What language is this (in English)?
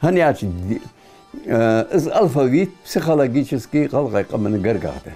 Ingush